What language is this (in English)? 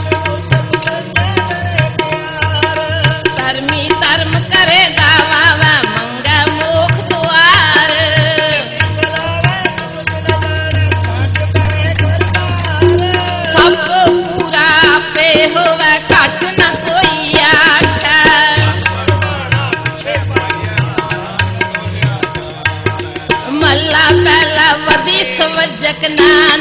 Punjabi